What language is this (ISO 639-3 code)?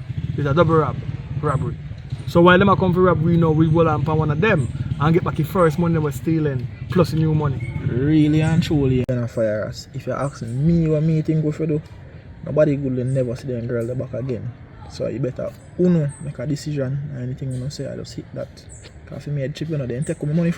jam